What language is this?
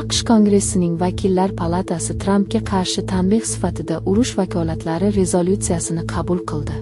Uzbek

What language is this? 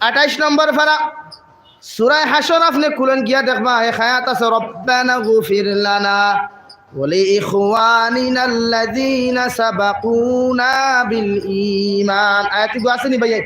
Sylheti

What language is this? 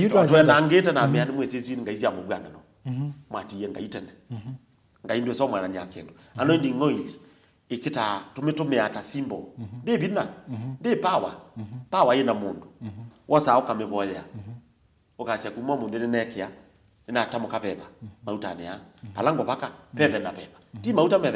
Kamba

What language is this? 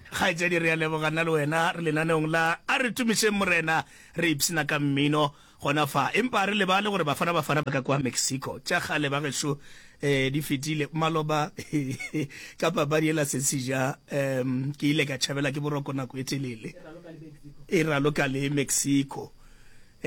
Northern Sotho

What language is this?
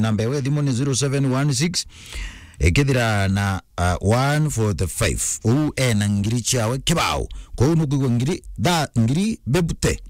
Meru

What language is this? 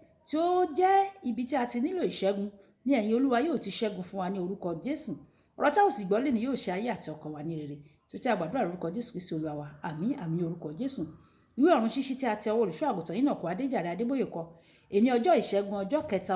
Yoruba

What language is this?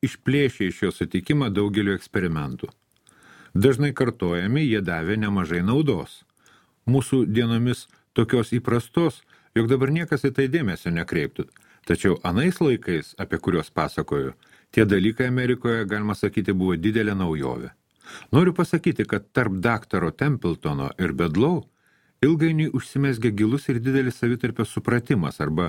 Lithuanian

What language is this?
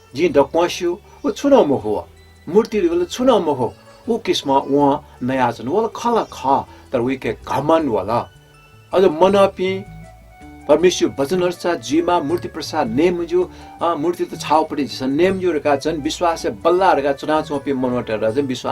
Newari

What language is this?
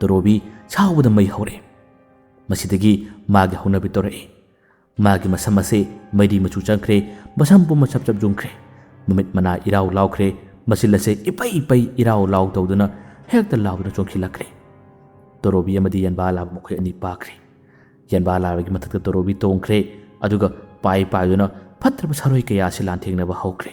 Manipuri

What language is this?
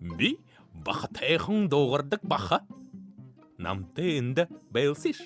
Buriat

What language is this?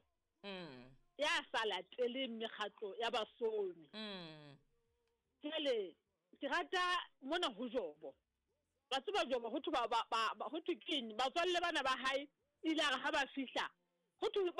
Southern Sotho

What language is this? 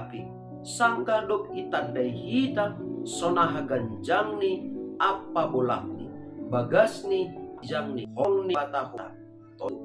Batak Simalungun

